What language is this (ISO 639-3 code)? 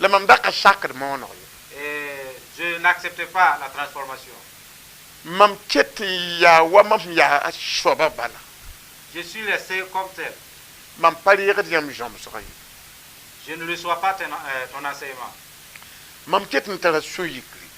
mos